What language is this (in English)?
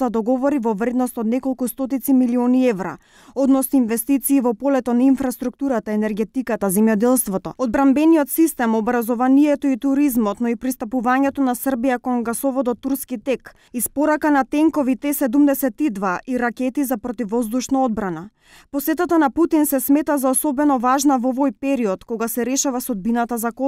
Macedonian